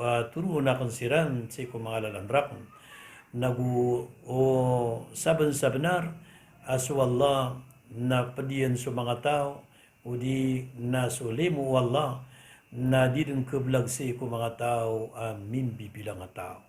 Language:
Maranao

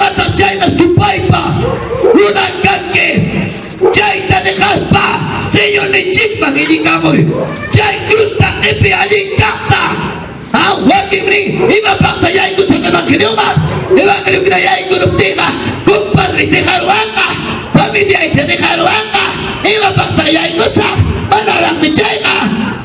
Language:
Ayacucho Quechua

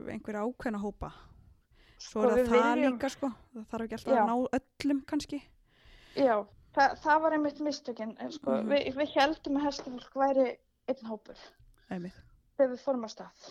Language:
Icelandic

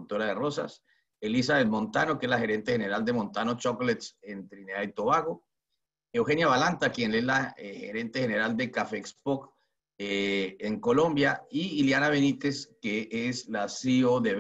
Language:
Spanish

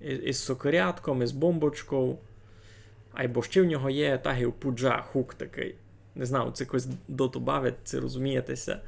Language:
Rusyn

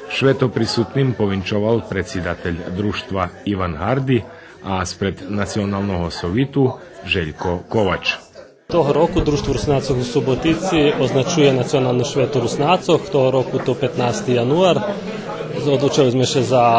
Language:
Rusyn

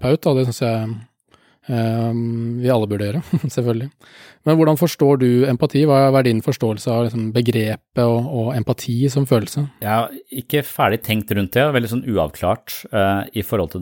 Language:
Norwegian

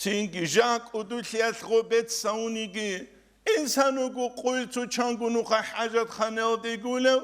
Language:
Avaric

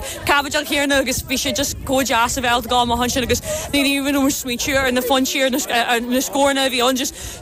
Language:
Irish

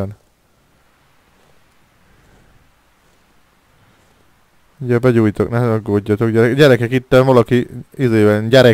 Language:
Hungarian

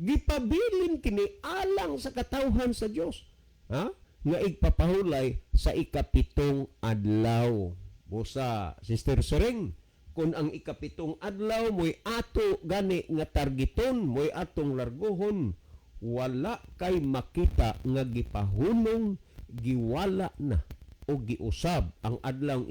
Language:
Cebuano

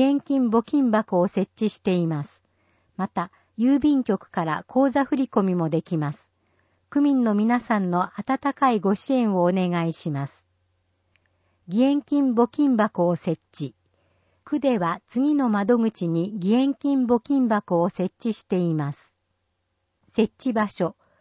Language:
Japanese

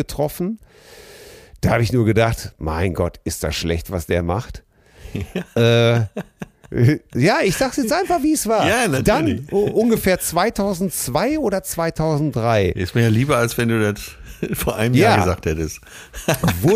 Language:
German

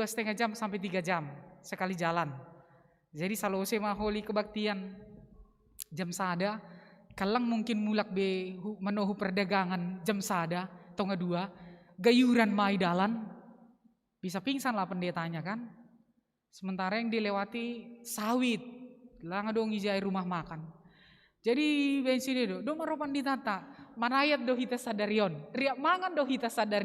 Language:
Batak Simalungun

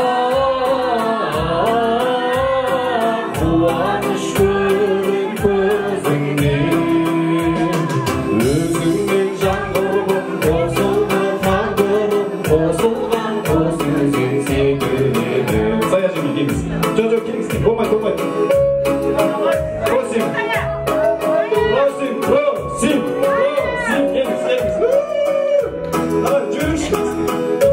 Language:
Kazakh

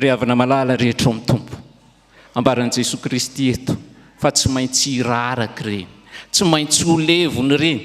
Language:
Malagasy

